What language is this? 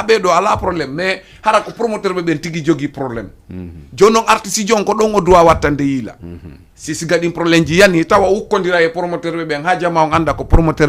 Fula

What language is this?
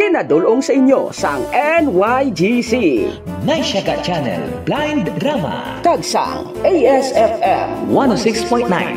Hiligaynon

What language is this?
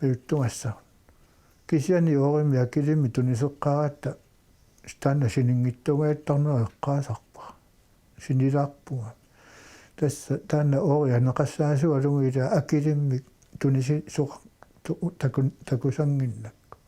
Kalaallisut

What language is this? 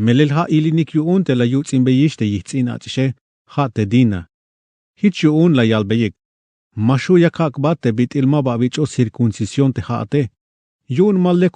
Tzeltal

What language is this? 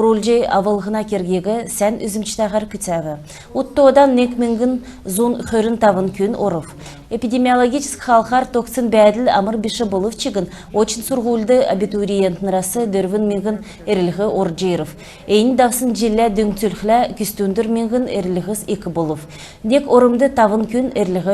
Kalmyk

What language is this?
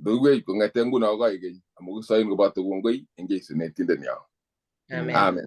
Kalenjin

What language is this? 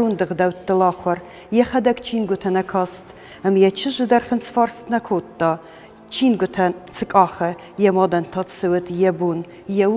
Ossetic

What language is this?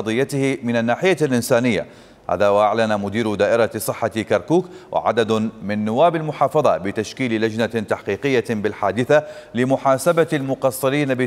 Mesopotamian Arabic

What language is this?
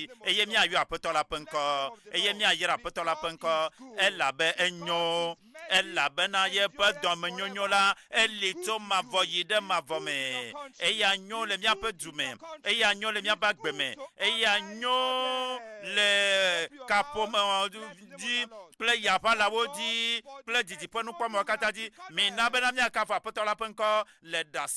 Ewe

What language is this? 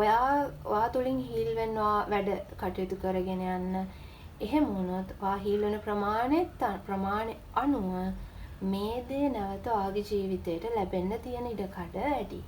Sinhala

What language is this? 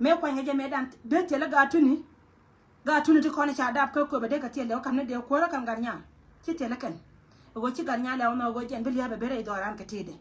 Nuer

